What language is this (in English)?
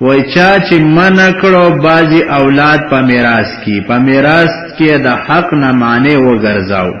Pashto